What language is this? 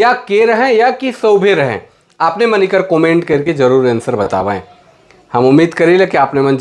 Sadri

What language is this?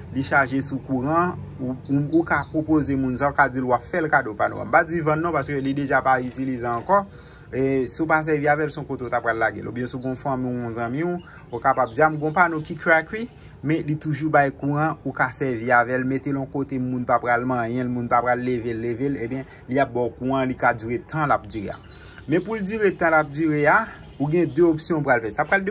Haitian Creole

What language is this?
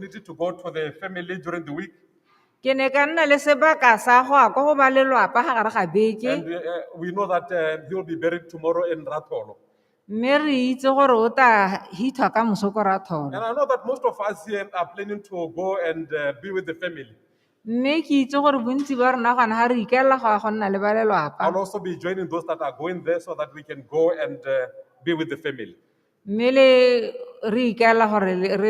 Tswana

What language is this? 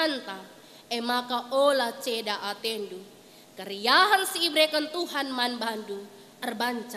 Batak Karo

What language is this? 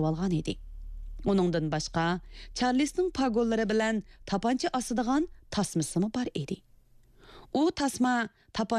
Uyghur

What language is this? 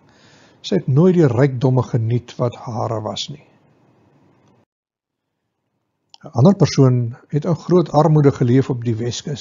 Afrikaans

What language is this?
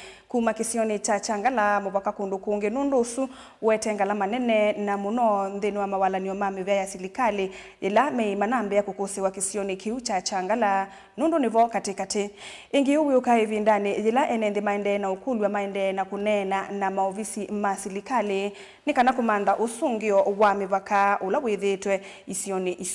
Kamba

